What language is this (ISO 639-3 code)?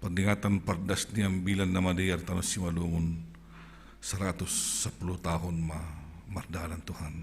bts